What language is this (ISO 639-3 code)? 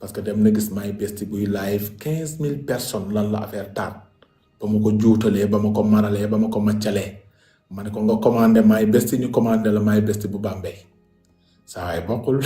wol